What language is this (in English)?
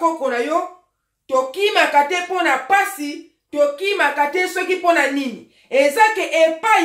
Lingala